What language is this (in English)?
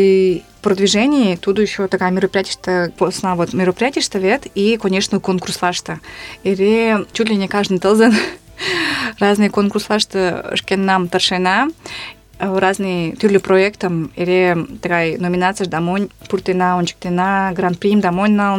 Mari